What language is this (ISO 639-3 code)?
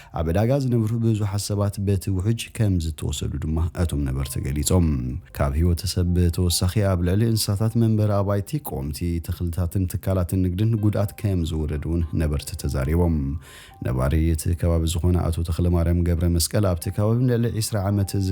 tir